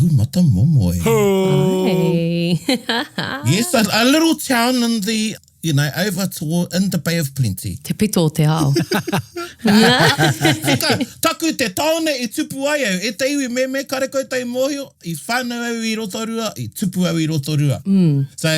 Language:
Māori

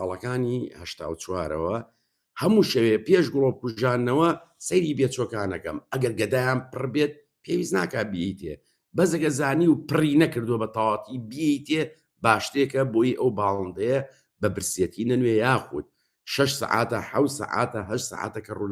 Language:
Central Kurdish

